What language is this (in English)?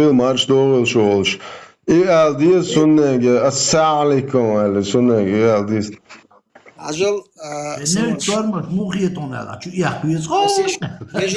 Chechen